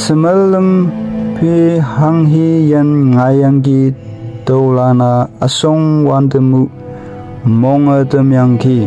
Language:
Konyak Naga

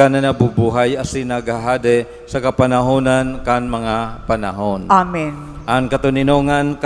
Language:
Bikol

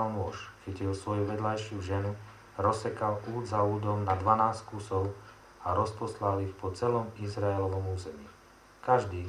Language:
Slovak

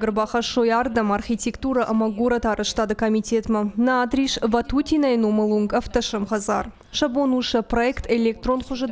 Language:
Ossetic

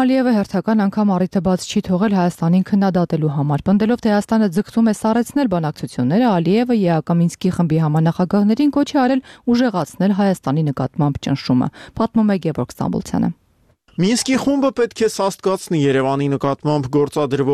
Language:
Armenian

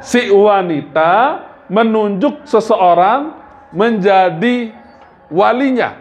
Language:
Sasak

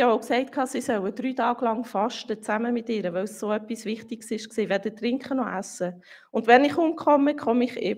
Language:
Swiss German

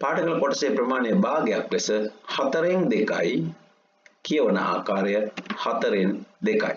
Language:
Sinhala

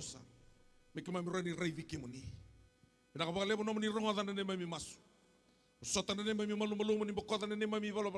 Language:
Fijian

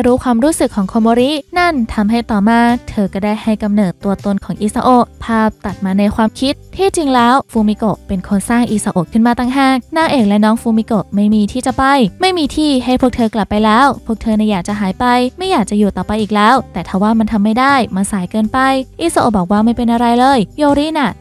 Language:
Thai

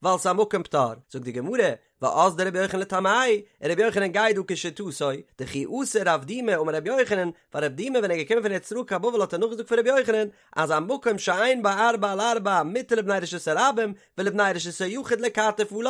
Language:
Yiddish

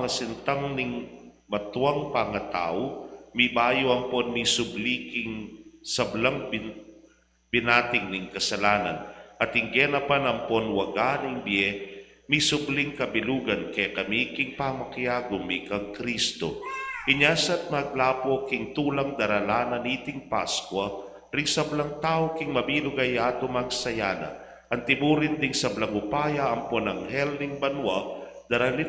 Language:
Pampanga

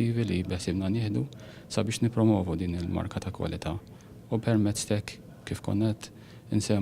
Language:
Maltese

